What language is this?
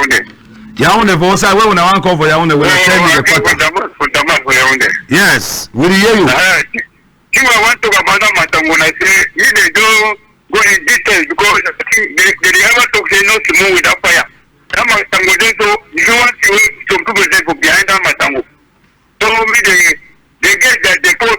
Cameroon Pidgin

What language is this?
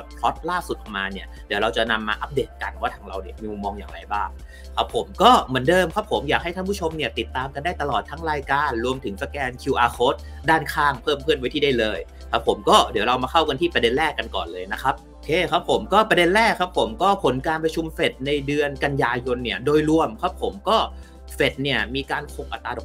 Thai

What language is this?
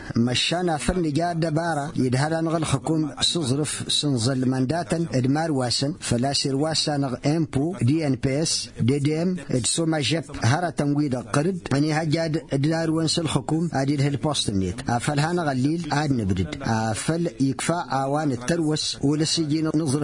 Tamasheq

